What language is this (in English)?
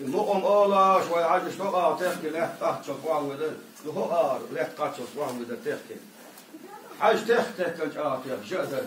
Chechen